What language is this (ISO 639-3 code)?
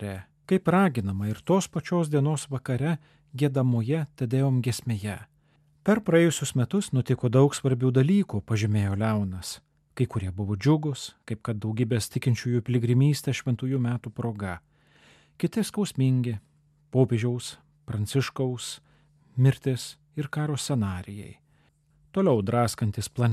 lit